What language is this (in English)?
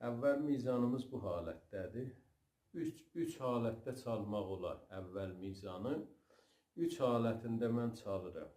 South Azerbaijani